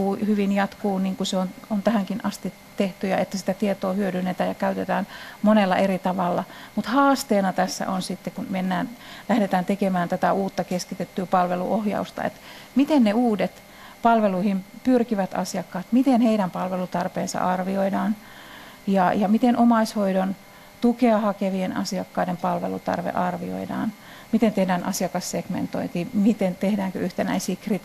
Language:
Finnish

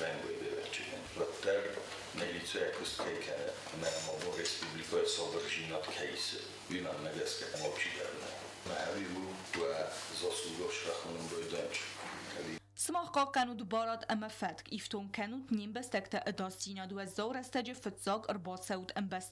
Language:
Ossetic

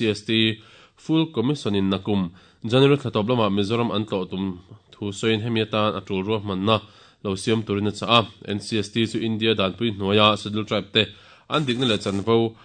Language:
Mizo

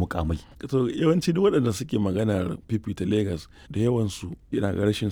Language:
Hausa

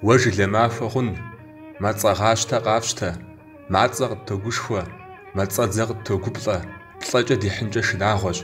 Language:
Kabardian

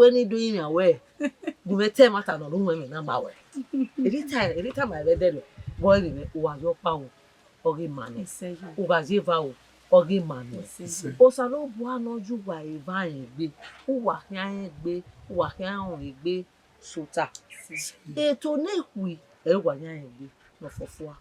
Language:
Bini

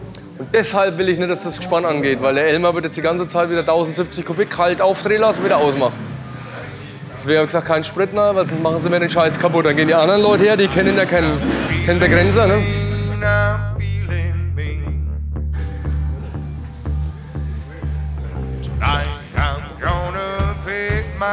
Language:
German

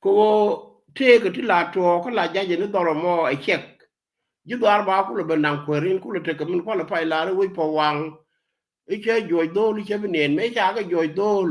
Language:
Nuer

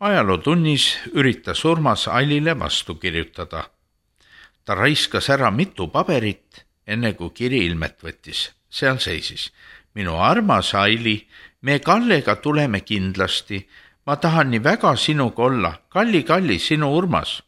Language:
Estonian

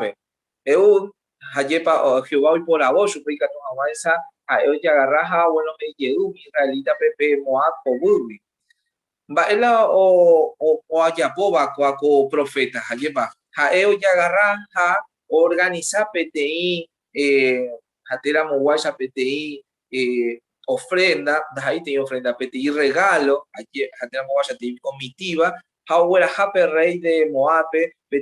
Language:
Guarani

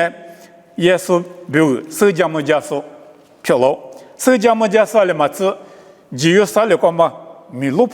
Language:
Lisu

